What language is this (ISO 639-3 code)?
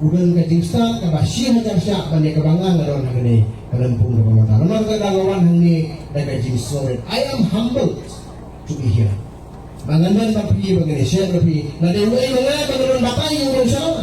kha